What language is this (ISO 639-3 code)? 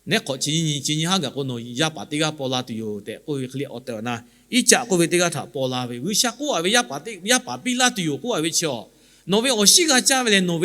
lhu